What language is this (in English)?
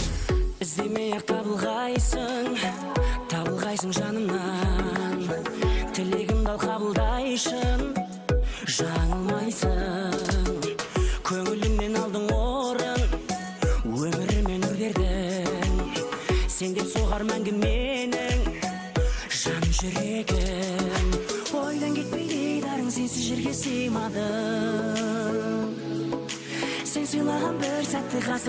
Kazakh